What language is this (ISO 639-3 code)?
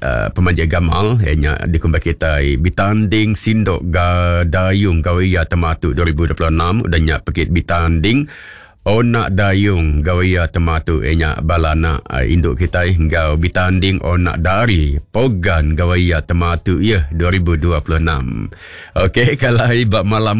iba